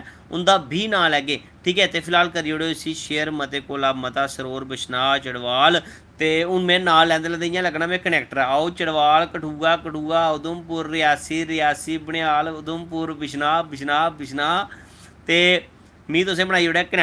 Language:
Dogri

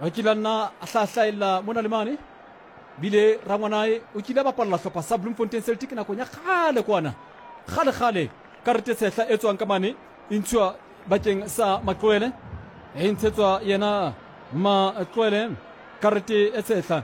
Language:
Southern Sotho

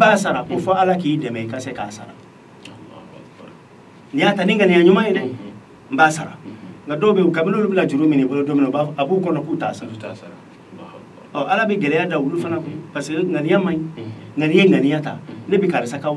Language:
Bambara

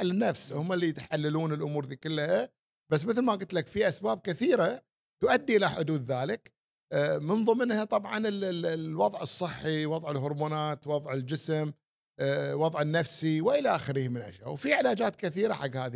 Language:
Gulf Arabic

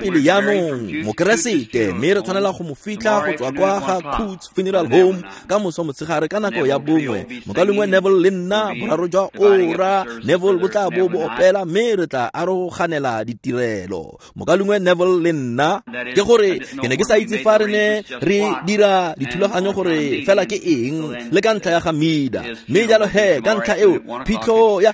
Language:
Tswana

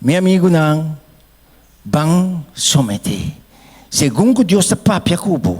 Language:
Papiamento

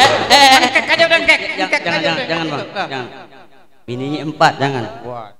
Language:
Betawi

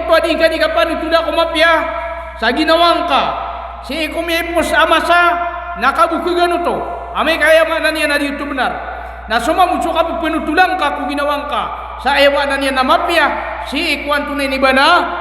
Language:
Maranao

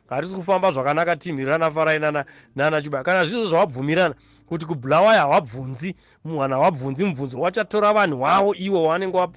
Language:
Shona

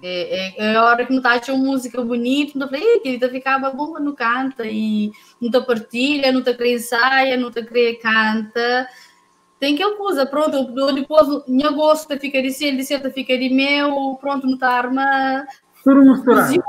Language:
Kabuverdianu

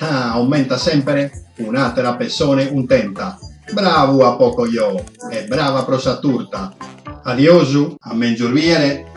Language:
Sardinian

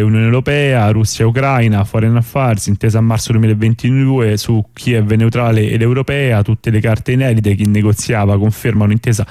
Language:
Italian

